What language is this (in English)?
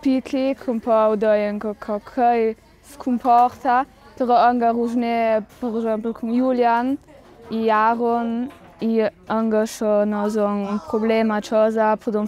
Ladin